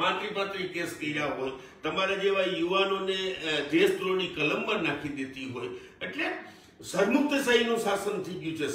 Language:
Gujarati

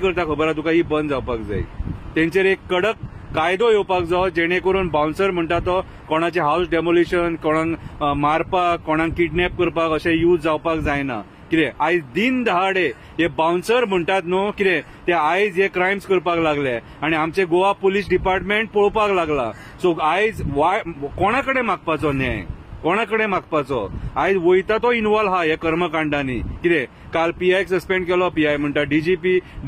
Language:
Konkani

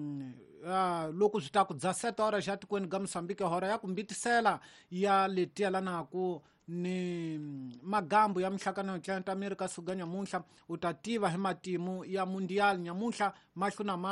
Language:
Tsonga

